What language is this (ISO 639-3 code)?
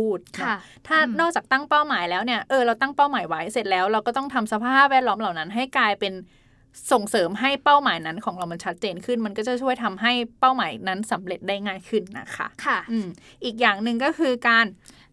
tha